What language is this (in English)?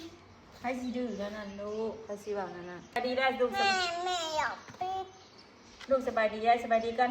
Northeastern Thai